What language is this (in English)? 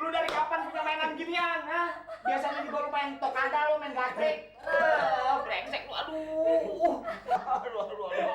Betawi